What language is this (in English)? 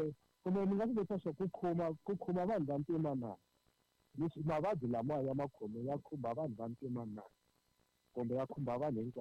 Tsonga